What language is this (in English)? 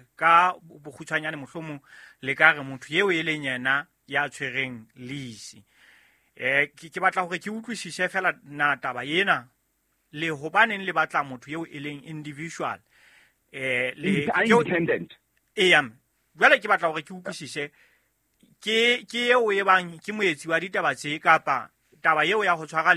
Southern Sotho